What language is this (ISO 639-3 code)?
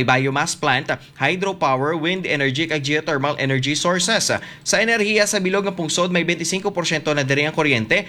hil